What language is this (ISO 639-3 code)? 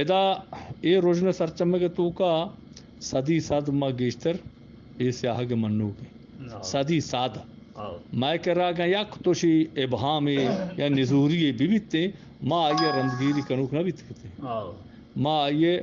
bgp